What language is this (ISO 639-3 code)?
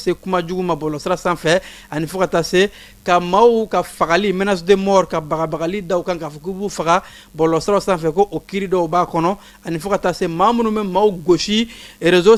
bam